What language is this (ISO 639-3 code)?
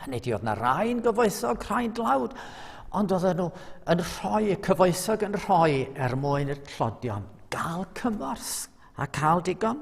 cym